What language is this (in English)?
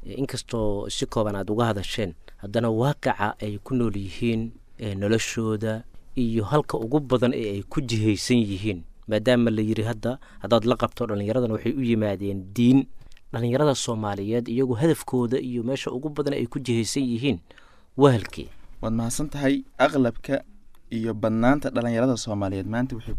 Somali